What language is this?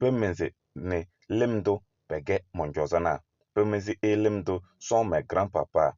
Kabiyè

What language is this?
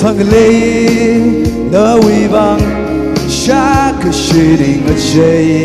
Tangkhul Naga (India)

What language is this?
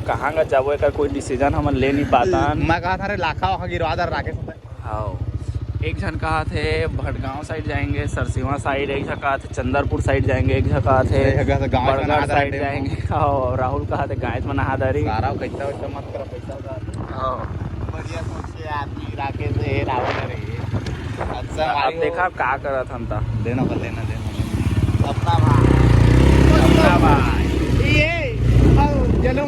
Chhattisgarhi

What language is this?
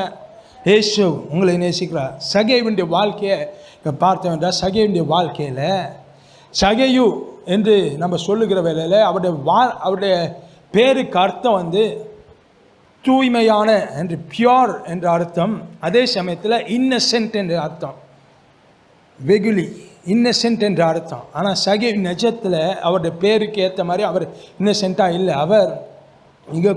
Tamil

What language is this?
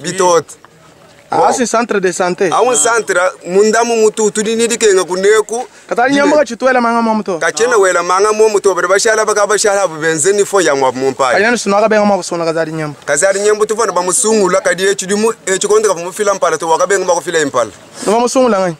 Luba-Lulua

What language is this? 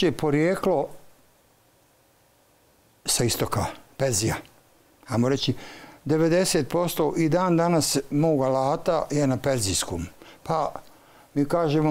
Bosnian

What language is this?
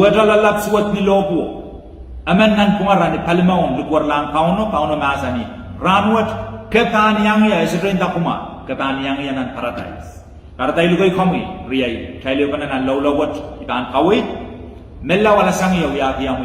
Pohnpeian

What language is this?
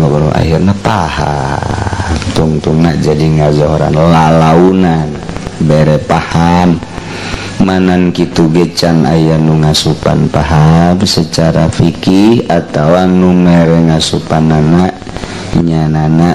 Sundanese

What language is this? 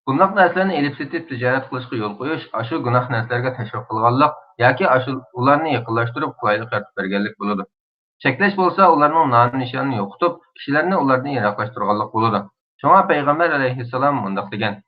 Uyghur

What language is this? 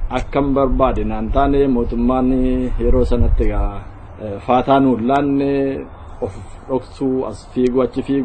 Oromo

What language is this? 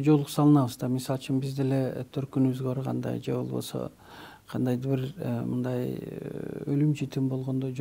Kyrgyz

